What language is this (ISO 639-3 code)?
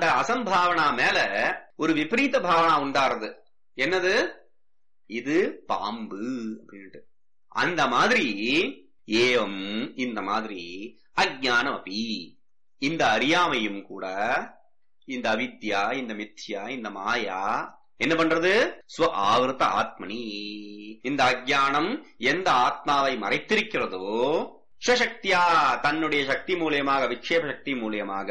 tam